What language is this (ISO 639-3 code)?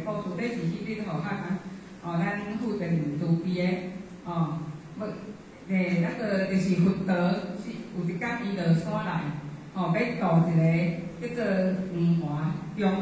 nan